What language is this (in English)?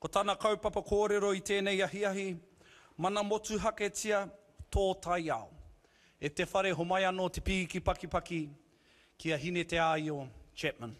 Māori